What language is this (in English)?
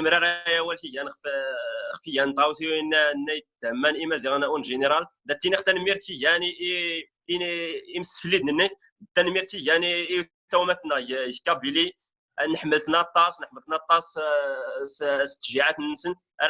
Kabyle